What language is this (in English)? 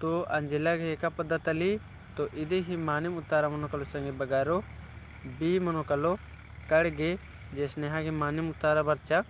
Kurukh